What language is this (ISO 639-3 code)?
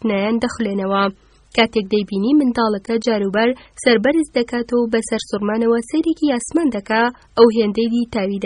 ckb